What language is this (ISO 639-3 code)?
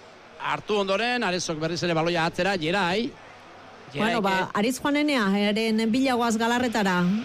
eus